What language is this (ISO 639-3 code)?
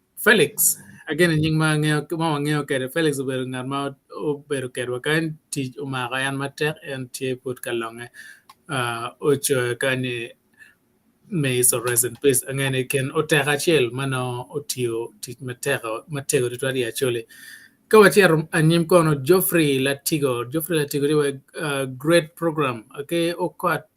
ach